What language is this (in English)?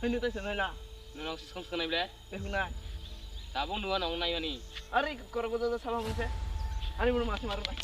Kok Borok